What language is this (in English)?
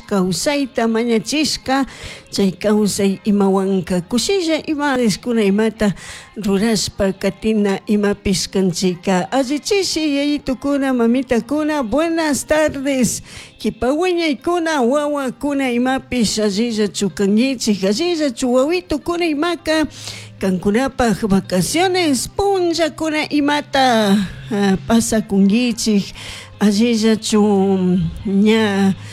Chimborazo Highland Quichua